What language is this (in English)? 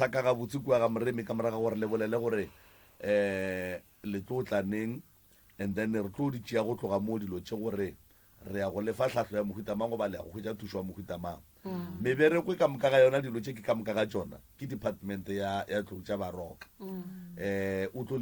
Northern Sotho